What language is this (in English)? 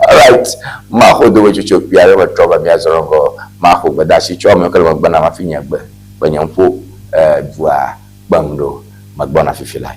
Ewe